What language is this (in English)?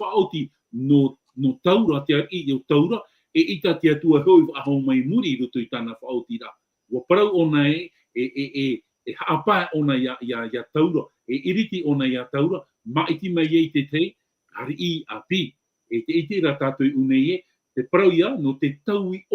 Tahitian